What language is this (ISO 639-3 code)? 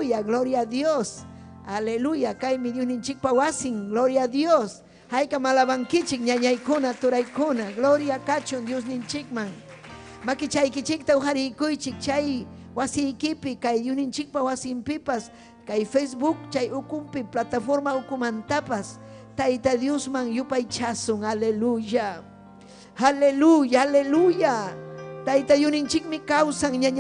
quy